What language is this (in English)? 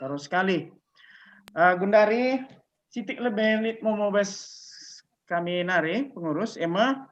Batak Karo